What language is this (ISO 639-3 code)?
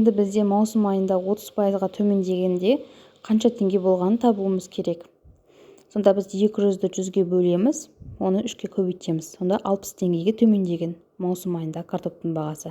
kaz